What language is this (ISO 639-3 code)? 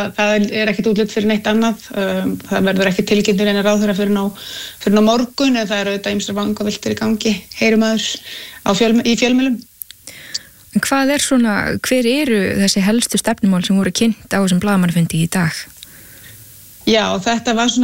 isl